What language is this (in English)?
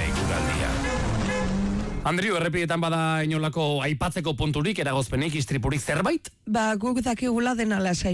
Basque